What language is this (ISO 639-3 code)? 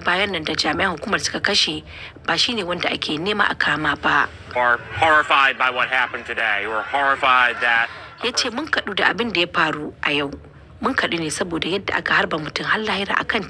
hau